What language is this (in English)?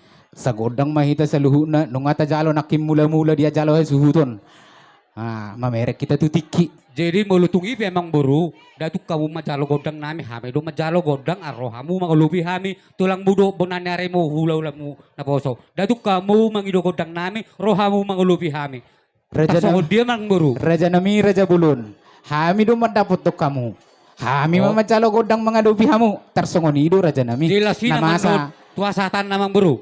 Batak Toba